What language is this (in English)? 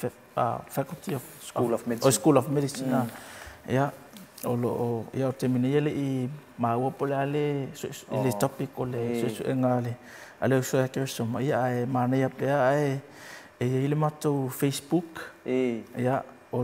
Samoan